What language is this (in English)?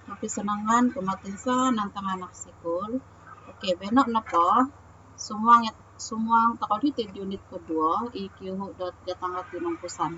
Central Dusun